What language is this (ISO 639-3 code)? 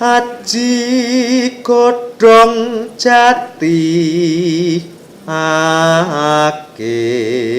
jav